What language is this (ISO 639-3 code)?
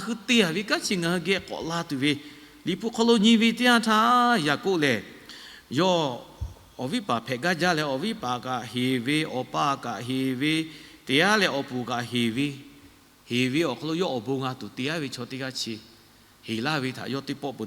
lhu